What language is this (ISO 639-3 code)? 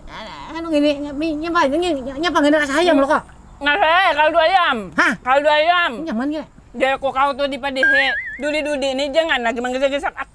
bjn